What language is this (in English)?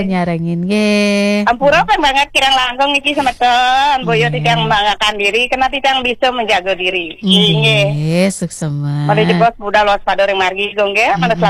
Balinese